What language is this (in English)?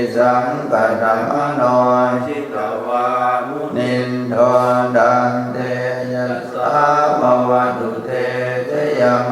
Pali